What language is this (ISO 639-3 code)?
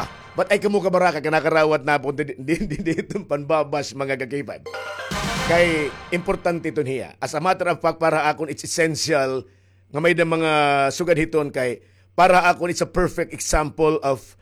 war